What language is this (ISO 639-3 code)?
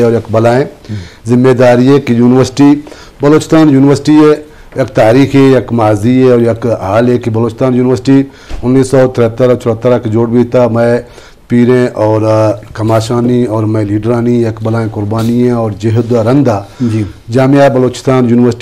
bgp